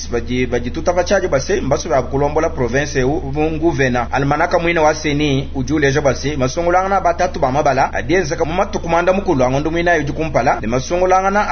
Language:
Luba-Lulua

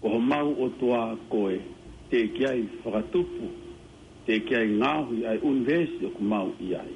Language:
Tongan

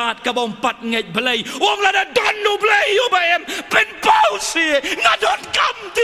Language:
Khasi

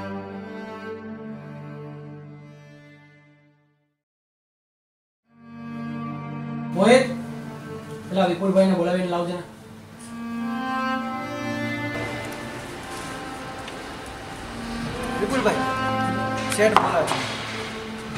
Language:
Gujarati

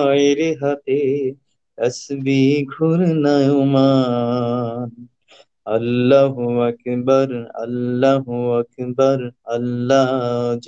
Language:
Bangla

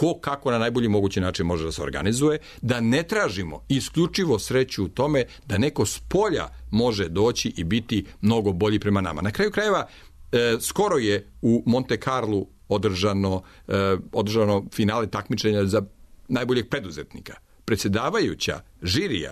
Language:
Serbian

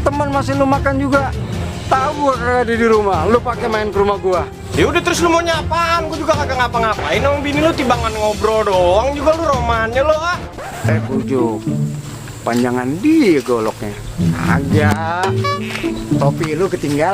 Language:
Betawi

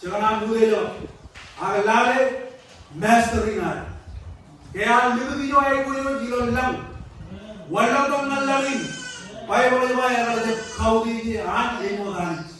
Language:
Marshallese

